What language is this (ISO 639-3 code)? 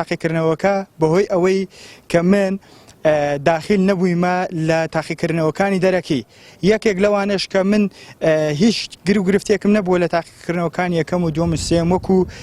ckb